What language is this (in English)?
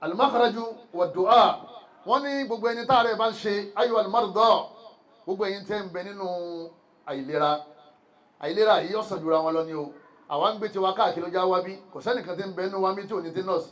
Yoruba